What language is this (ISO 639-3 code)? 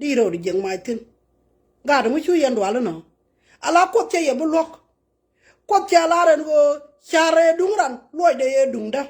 nus